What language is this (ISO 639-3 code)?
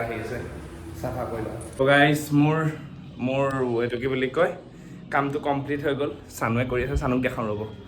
asm